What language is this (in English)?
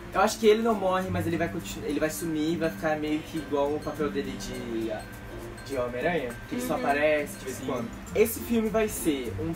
Portuguese